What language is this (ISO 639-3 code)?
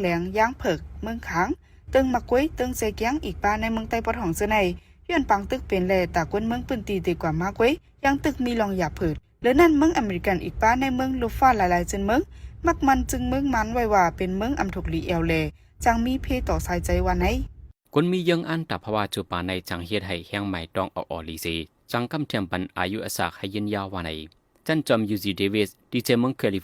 shn